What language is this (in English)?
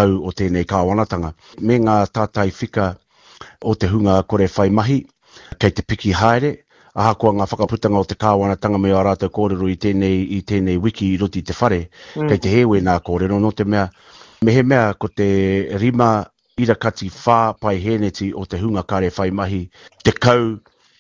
Māori